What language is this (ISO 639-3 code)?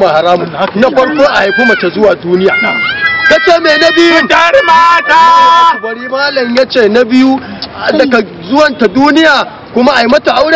hau